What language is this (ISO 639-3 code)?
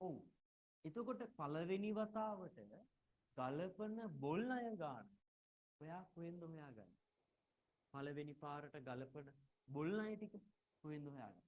sin